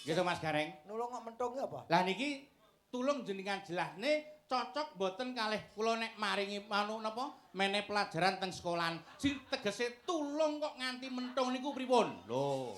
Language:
Javanese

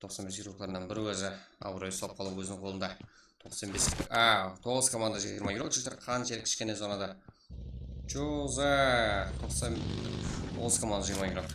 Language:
Kara-Kalpak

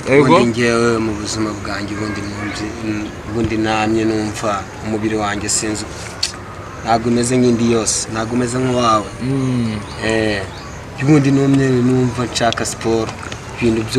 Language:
Kinyarwanda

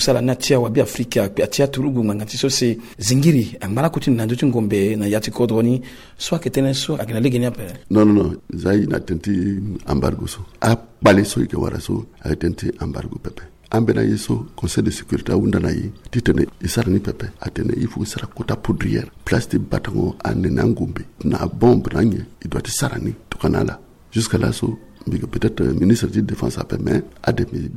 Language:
Sango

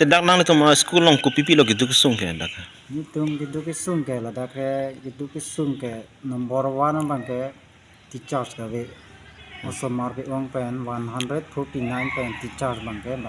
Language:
Karbi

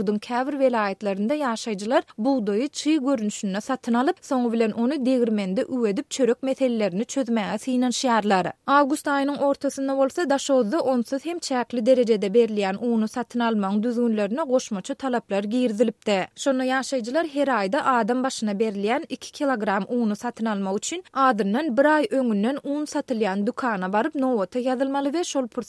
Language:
Turkmen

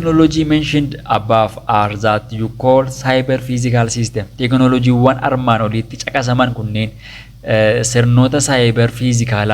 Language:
Oromo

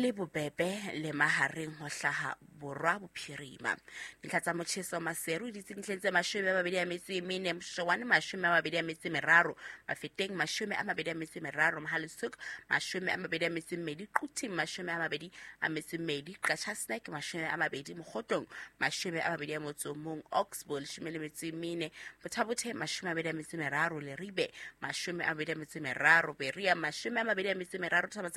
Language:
Southern Sotho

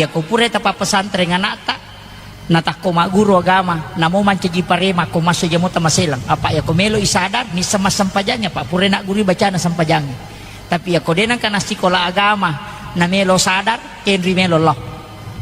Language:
Buginese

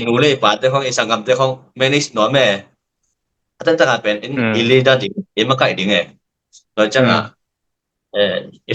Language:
Tedim Chin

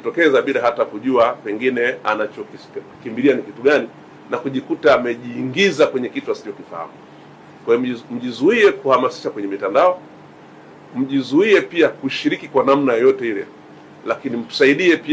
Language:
Swahili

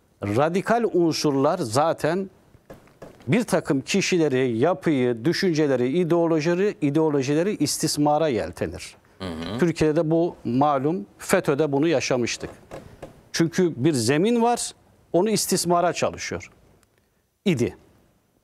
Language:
Turkish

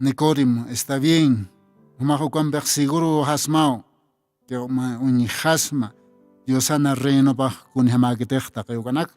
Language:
Aymara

